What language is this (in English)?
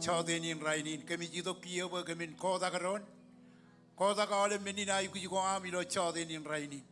Marshallese